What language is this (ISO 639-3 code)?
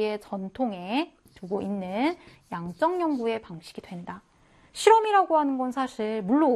kor